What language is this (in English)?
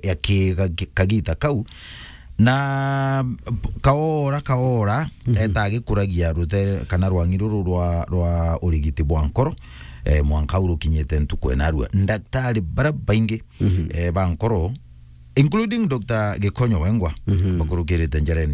Meru